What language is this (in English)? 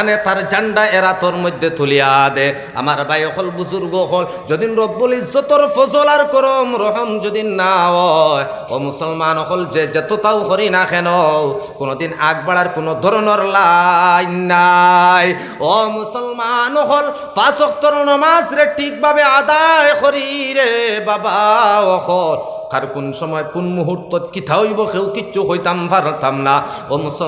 Sylheti